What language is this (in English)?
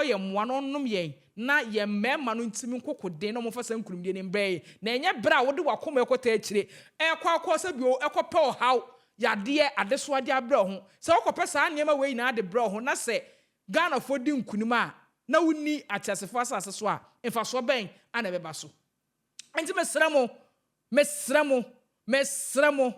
Akan